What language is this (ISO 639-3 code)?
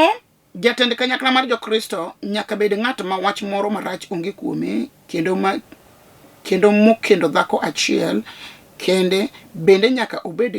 luo